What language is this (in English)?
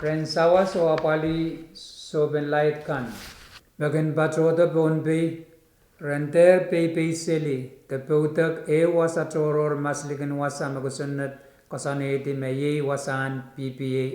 Pohnpeian